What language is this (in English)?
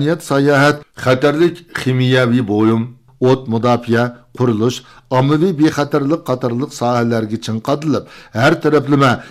Uyghur